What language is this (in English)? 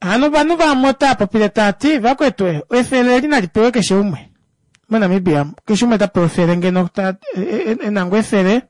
Kuanyama